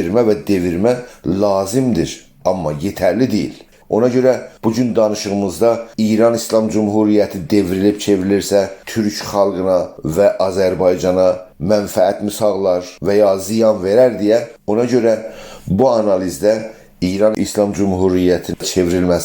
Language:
South Azerbaijani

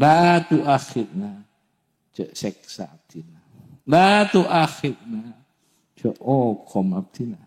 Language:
Madurese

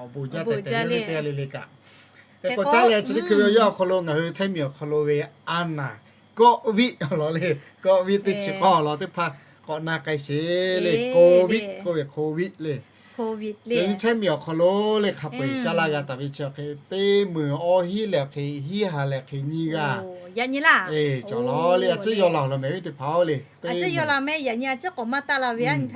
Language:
Lahu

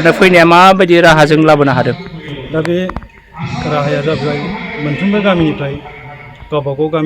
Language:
Bodo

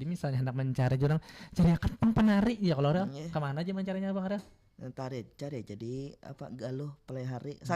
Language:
Banjar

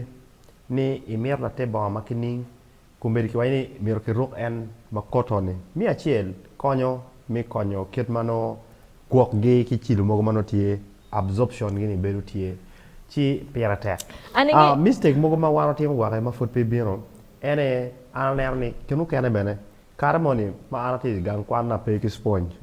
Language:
Acoli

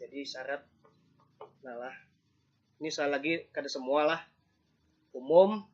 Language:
Banjar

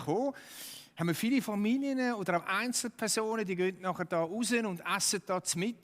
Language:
Swiss German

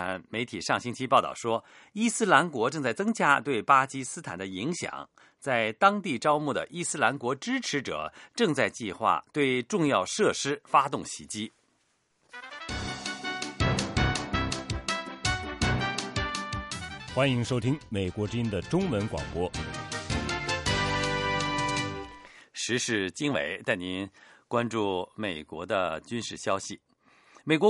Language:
Chinese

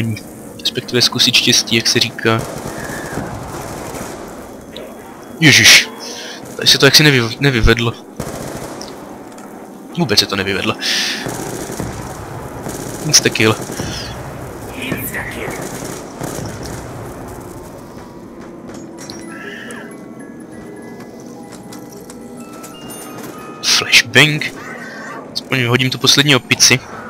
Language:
Czech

